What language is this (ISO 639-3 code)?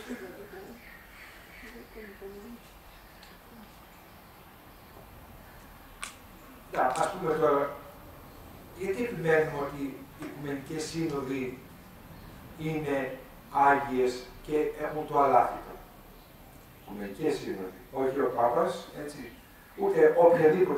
ell